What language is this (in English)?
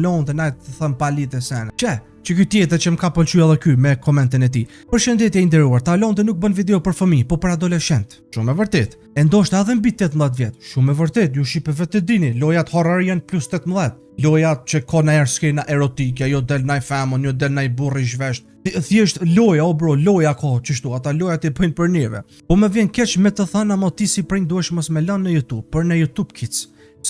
Albanian